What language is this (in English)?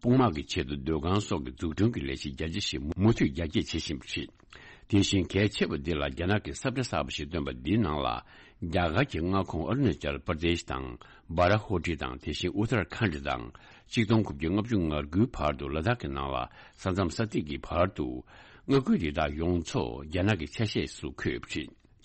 Tibetan